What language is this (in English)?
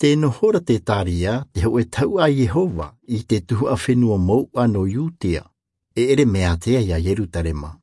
Tahitian